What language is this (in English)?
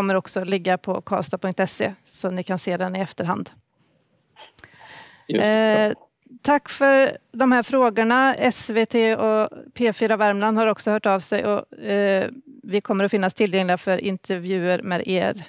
Swedish